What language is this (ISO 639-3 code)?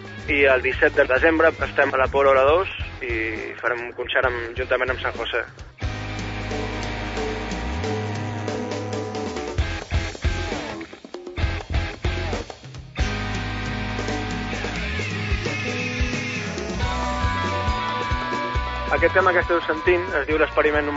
cat